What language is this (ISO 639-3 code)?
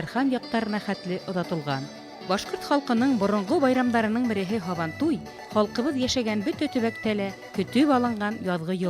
bak